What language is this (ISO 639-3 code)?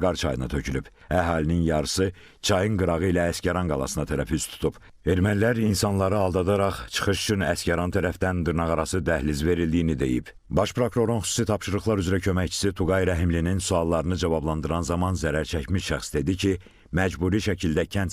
aze